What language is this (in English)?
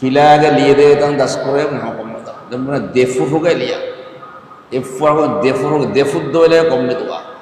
Divehi